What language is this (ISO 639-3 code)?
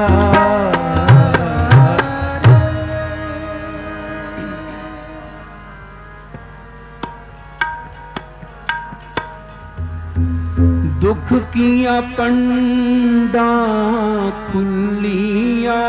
pan